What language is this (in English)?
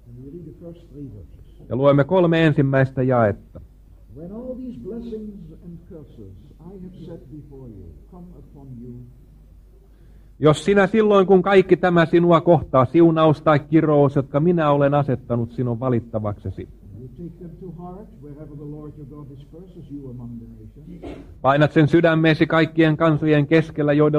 Finnish